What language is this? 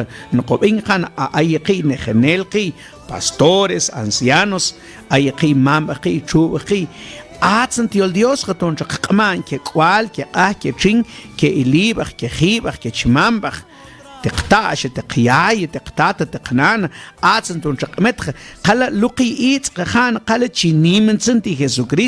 Mam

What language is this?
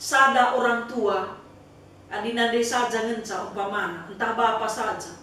Batak Karo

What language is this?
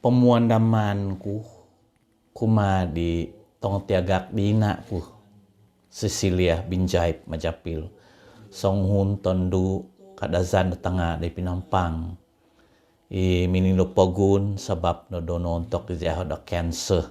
Central Dusun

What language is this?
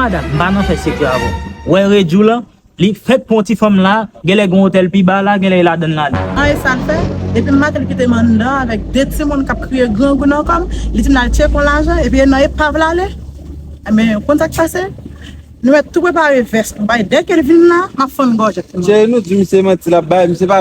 Haitian Creole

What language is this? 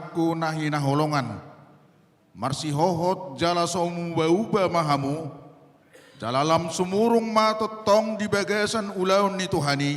Batak Toba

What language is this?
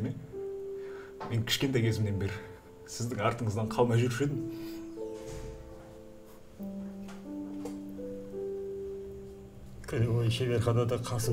Kazakh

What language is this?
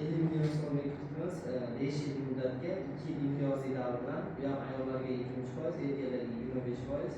Uzbek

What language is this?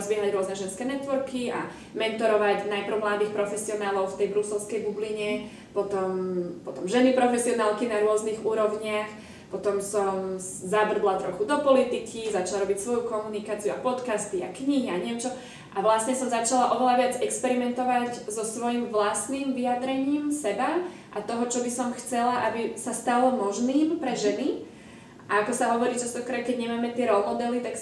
Slovak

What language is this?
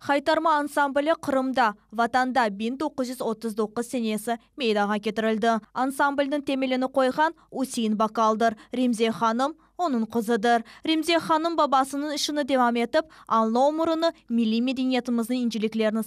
Crimean Tatar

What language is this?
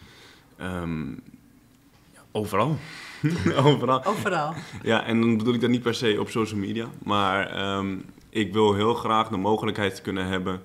Dutch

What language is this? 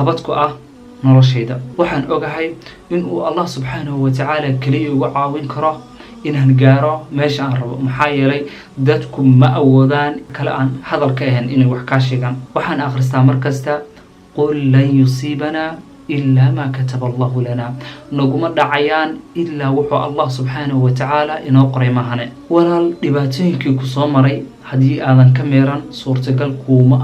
Somali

